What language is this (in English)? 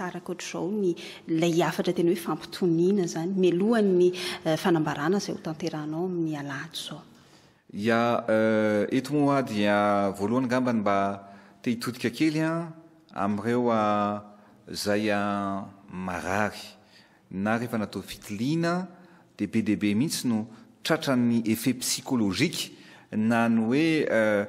Malagasy